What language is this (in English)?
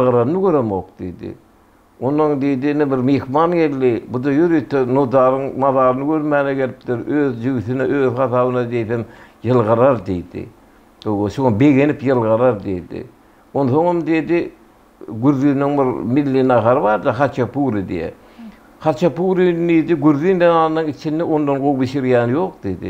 Turkmen